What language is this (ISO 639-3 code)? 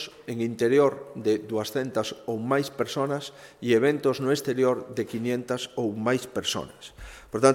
glg